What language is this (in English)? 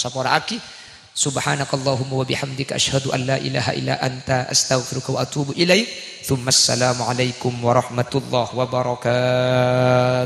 Madurese